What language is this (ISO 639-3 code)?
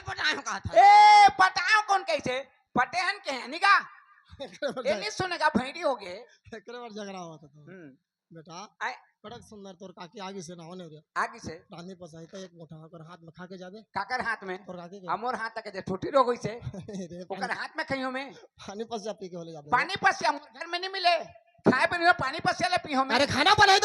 hne